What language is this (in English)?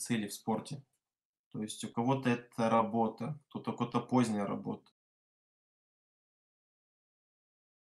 Russian